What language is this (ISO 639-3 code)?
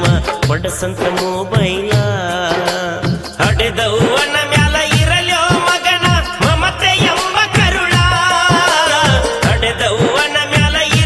kan